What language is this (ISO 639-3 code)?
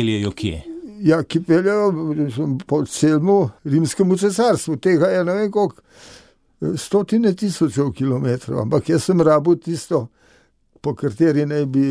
slv